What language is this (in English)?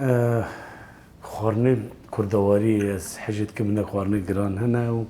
Kurdish